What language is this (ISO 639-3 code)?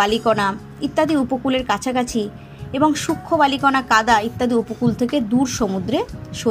ben